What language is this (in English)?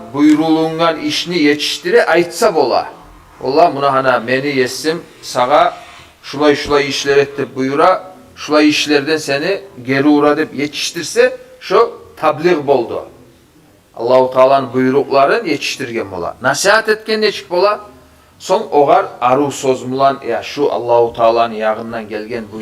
Kumyk